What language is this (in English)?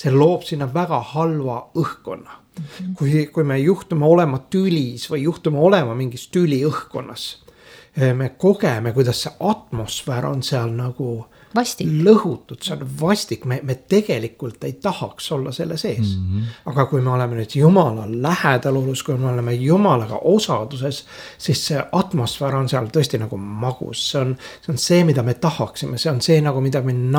Estonian